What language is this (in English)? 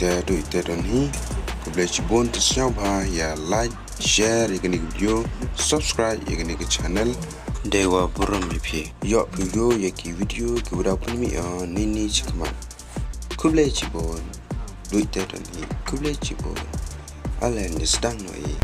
Khasi